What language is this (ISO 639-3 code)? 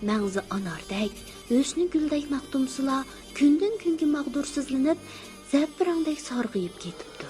uig